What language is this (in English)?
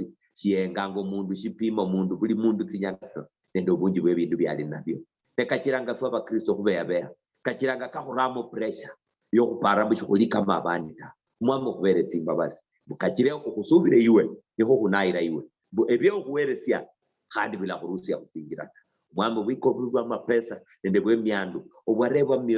Luyia